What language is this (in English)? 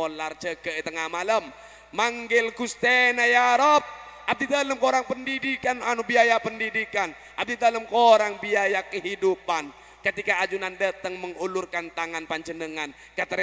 Madurese